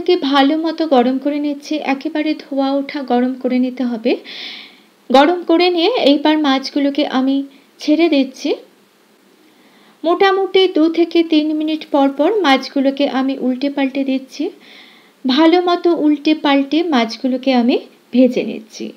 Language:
Bangla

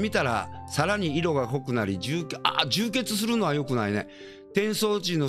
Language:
Japanese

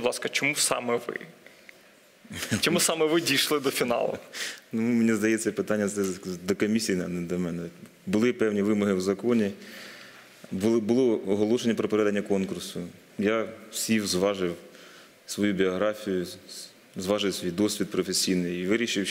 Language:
Ukrainian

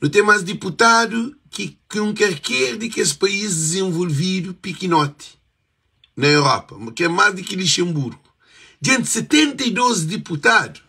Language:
Kabuverdianu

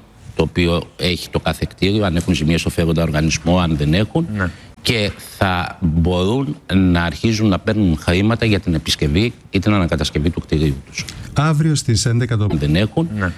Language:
Greek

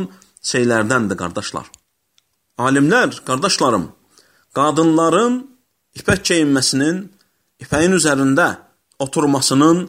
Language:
Azerbaijani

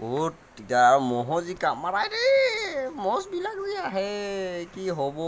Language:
Assamese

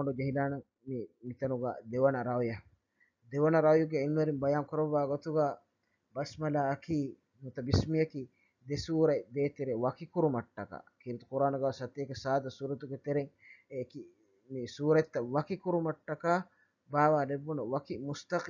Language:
Divehi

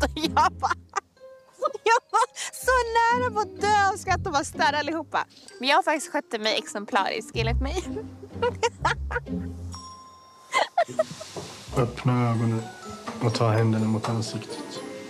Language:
Swedish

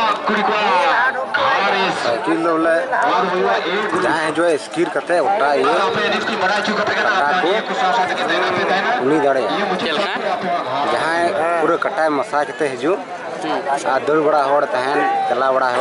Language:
Santali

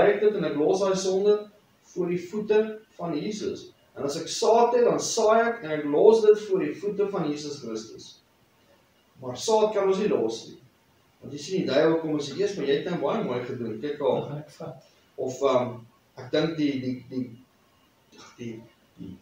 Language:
Afrikaans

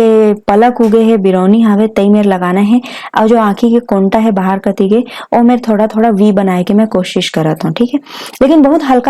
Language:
Chhattisgarhi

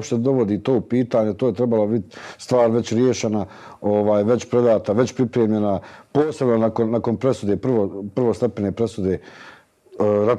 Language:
Bosnian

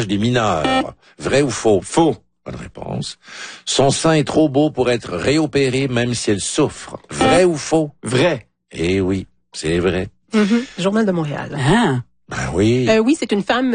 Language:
French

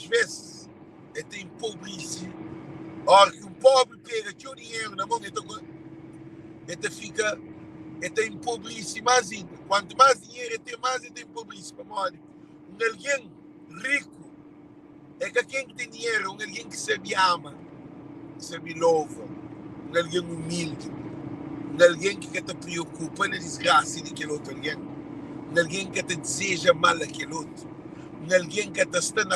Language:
Kabuverdianu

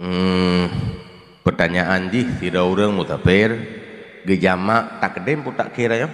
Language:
Achinese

